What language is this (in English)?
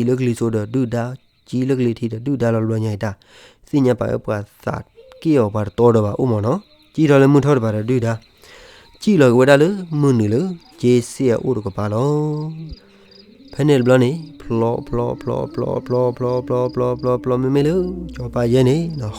S'gaw Karen